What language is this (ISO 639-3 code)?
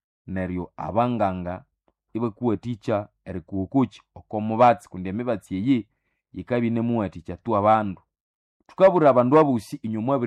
nnb